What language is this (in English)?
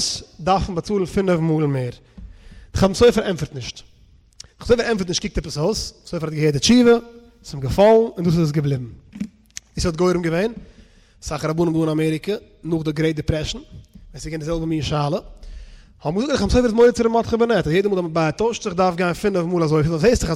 Yiddish